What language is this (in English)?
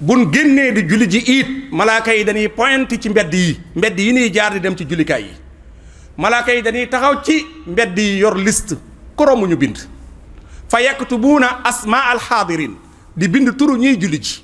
Wolof